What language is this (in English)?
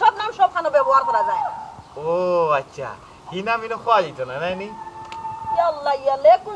Sylheti